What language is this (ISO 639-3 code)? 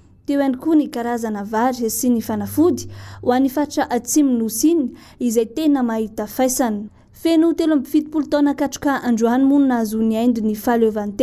mlg